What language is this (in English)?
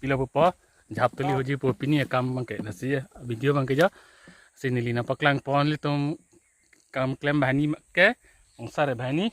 Karbi